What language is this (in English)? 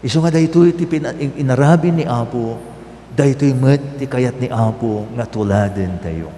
Iloko